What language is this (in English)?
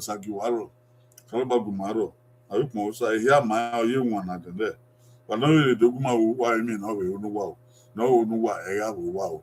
Bini